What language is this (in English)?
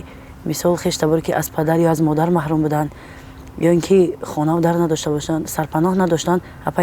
Tajik